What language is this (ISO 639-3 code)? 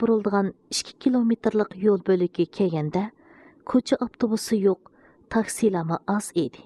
uig